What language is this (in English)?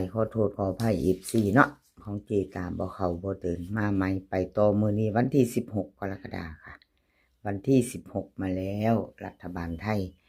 Northeastern Thai